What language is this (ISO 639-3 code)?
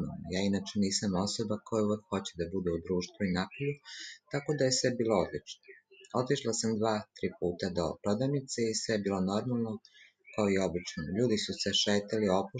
srp